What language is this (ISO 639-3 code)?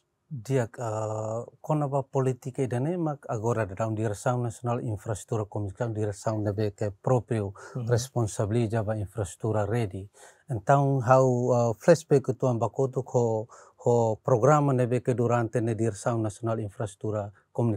tet